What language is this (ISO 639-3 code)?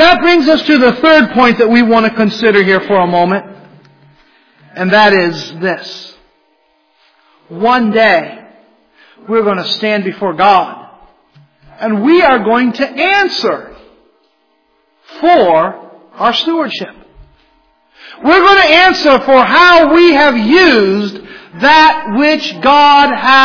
eng